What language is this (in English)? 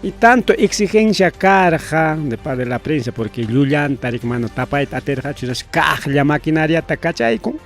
Ayacucho Quechua